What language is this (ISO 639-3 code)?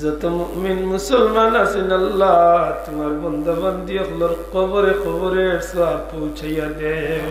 syl